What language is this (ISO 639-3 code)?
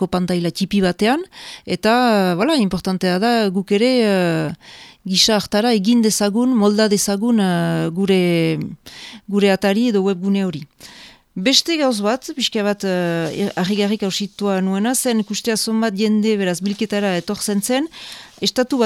eus